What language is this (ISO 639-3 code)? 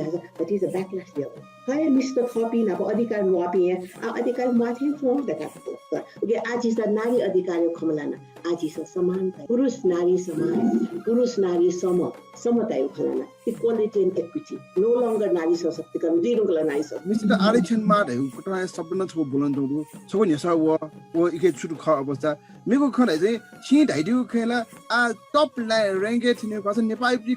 new